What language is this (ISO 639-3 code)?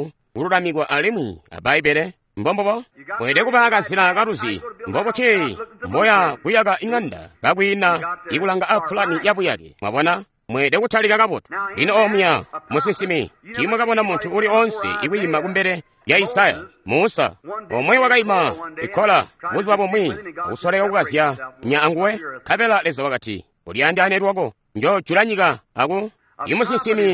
toi